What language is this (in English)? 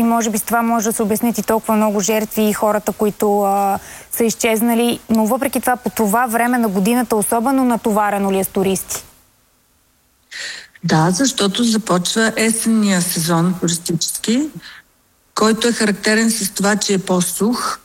Bulgarian